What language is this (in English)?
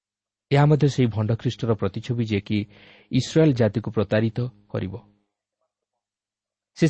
Odia